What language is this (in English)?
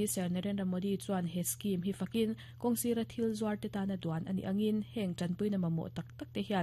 Mizo